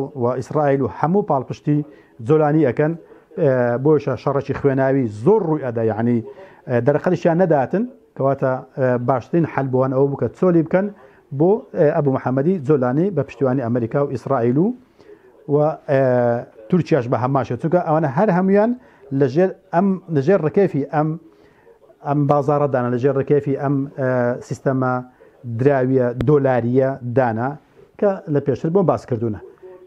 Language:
Central Kurdish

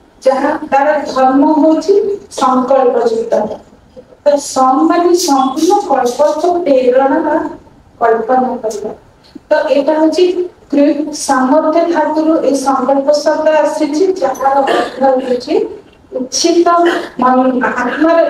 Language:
Odia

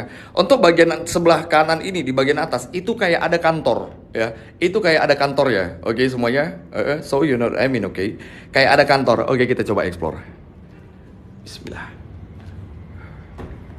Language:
Indonesian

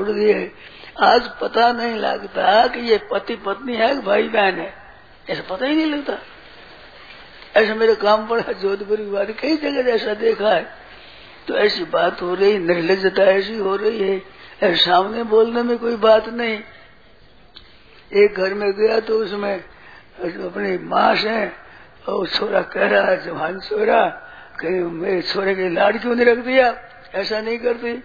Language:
Hindi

